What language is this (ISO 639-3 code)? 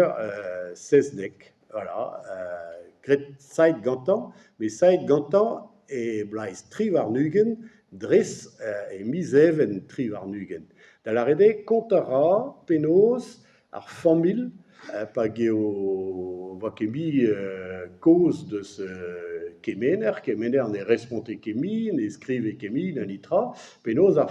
bre